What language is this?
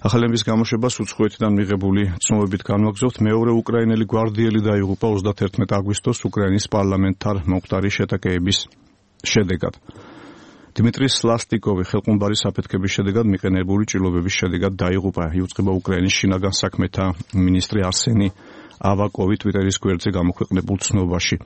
Georgian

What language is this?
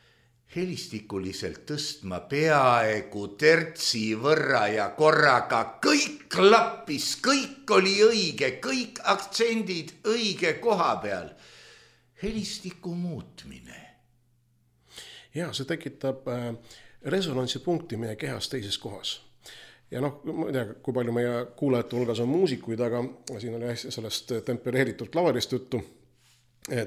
Estonian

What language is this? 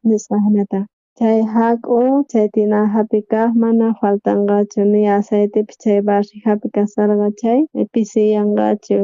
South Bolivian Quechua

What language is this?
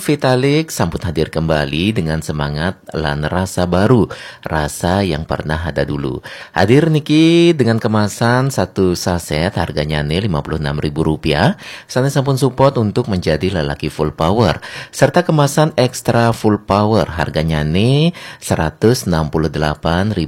Balinese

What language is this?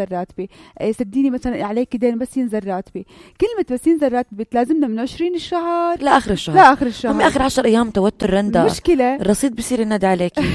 North Levantine Arabic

